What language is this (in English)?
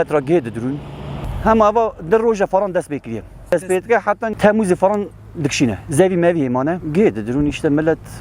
Kurdish